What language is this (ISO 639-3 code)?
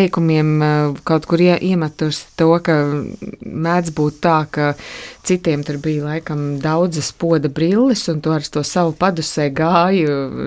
lav